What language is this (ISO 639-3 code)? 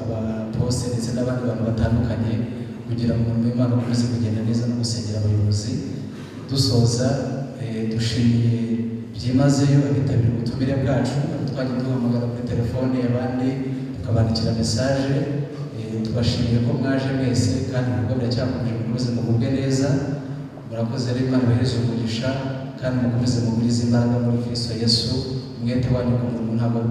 kin